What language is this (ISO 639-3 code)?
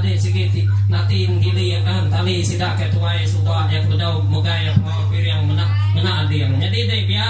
iba